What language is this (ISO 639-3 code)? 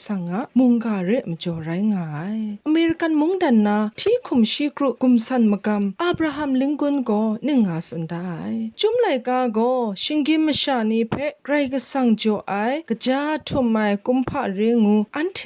kac